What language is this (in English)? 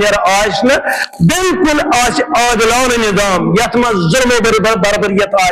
Kashmiri